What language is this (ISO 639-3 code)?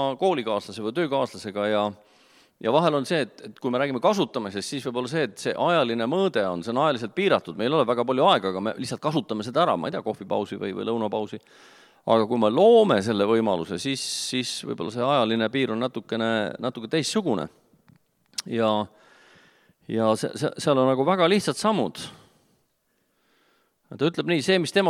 est